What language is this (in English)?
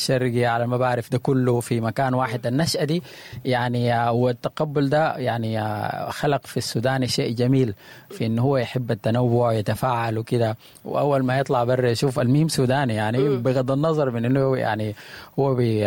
Sudanese Arabic